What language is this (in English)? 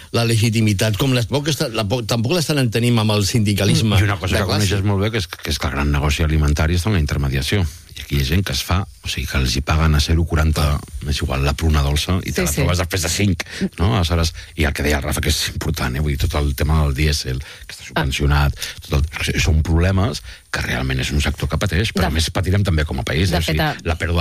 Catalan